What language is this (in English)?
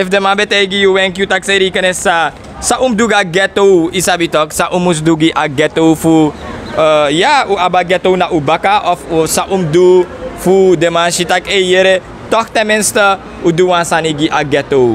Sranan Tongo